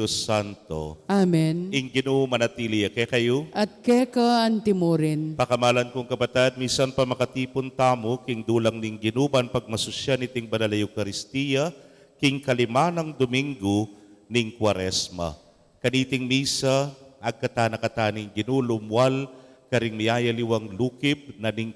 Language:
Pampanga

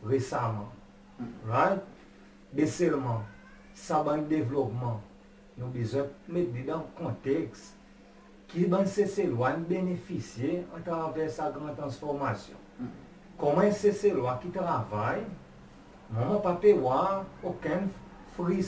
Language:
Seselwa Creole French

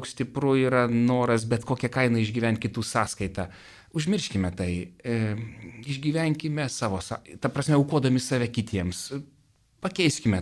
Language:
Lithuanian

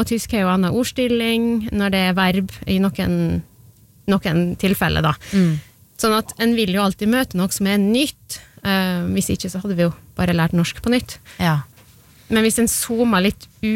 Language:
Norwegian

